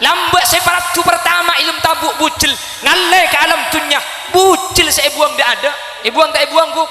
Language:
Madurese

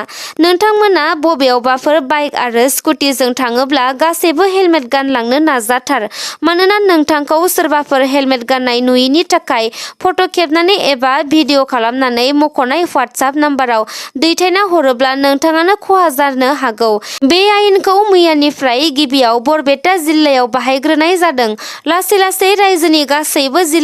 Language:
Bodo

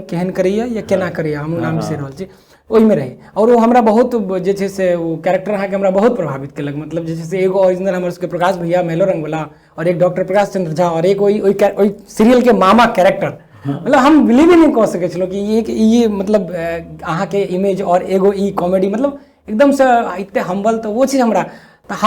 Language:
Maithili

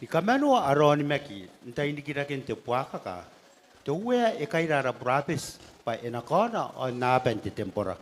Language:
Gilbertese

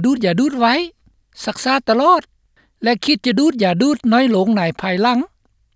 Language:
Lao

